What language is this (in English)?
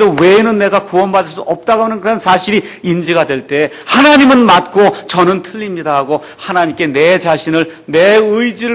Korean